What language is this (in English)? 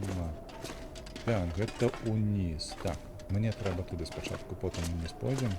Belarusian